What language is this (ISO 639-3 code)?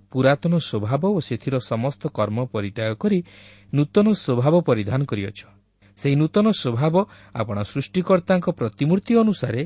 ori